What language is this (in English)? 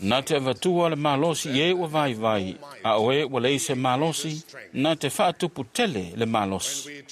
Samoan